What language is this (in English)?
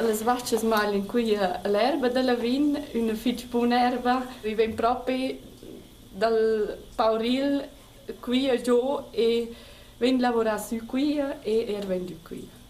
Romansh